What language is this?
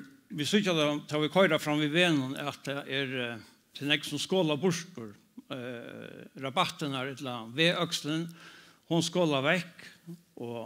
Faroese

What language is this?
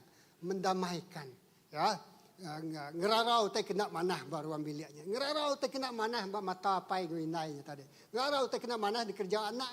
Iban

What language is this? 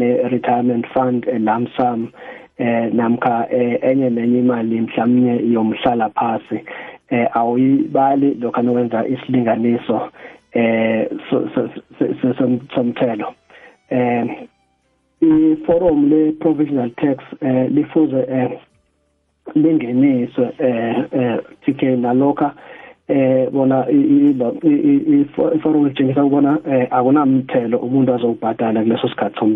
South Ndebele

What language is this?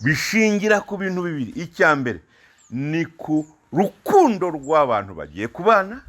Kinyarwanda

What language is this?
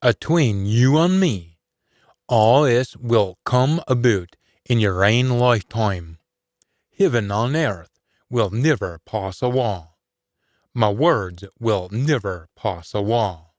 Scots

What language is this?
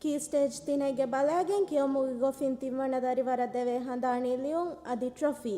Divehi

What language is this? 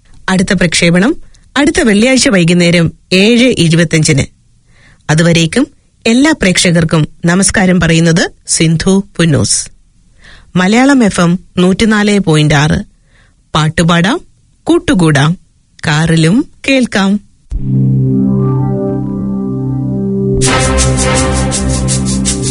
Malayalam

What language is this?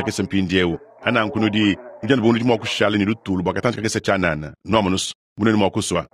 Luba-Lulua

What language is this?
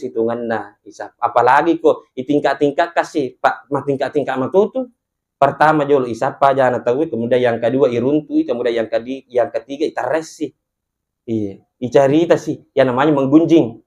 Buginese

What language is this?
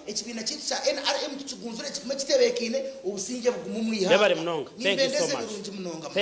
Nyankole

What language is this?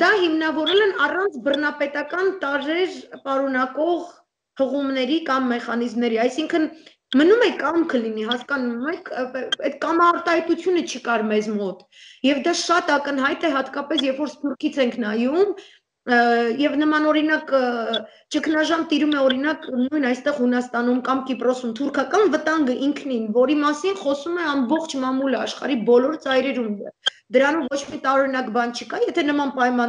Armenian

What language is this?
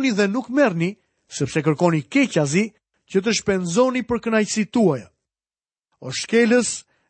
Albanian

